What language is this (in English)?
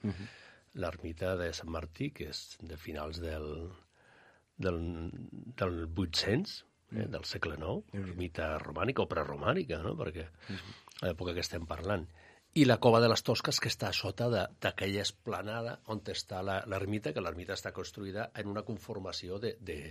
Catalan